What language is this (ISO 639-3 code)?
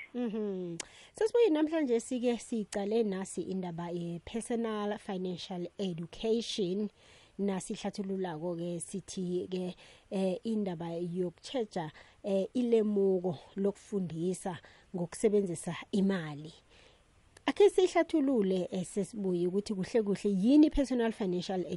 nbl